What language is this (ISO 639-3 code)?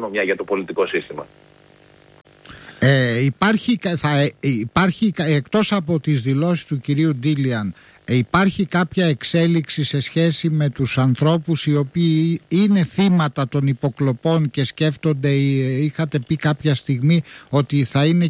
ell